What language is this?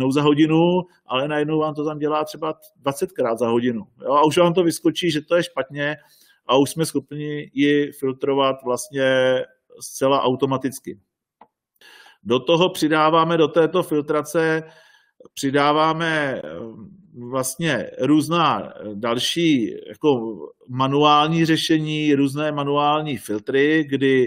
Czech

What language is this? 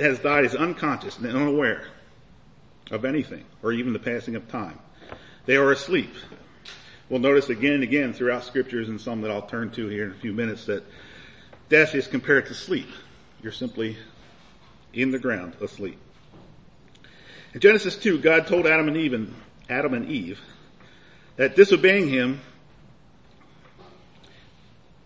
English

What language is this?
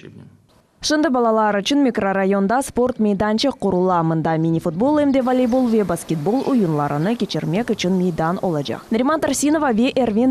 Crimean Tatar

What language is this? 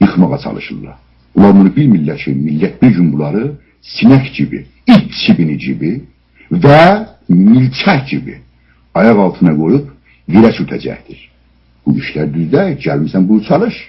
South Azerbaijani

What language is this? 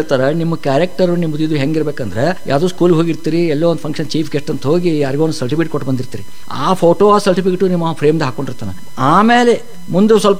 Kannada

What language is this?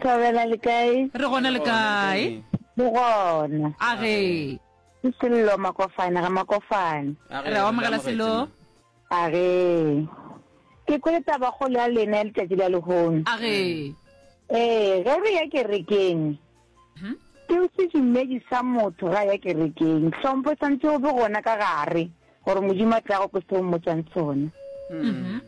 Northern Sotho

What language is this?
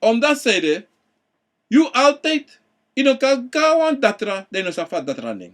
Sranan Tongo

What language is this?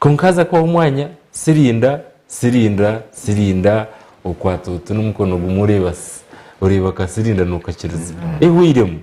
Nyankole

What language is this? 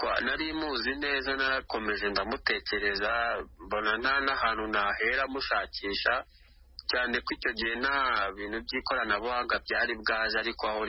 Kinyarwanda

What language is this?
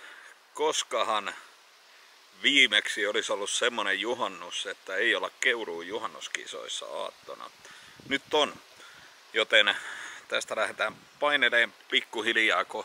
Finnish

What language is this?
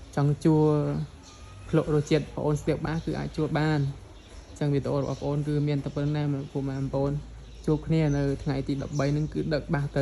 Khmer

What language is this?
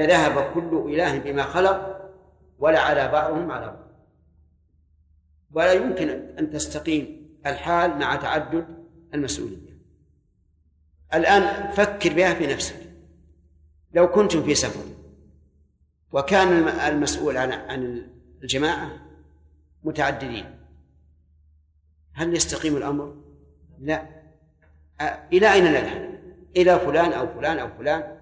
Arabic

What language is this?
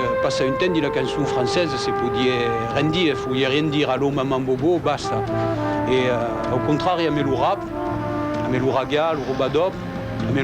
Occitan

